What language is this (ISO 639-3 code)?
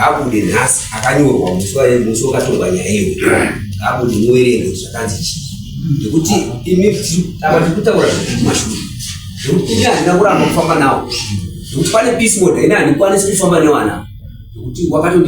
sna